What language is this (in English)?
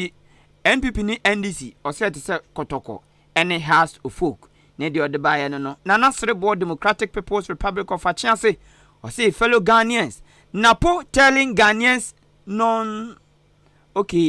Akan